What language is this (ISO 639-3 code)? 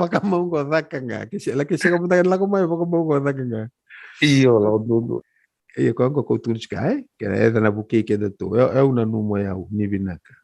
fij